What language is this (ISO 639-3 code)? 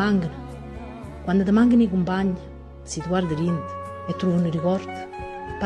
nap